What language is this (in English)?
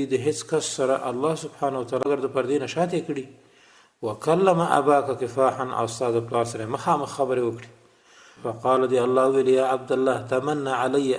Pashto